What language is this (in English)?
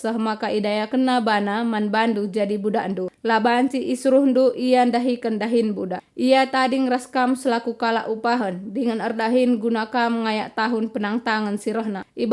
Batak Karo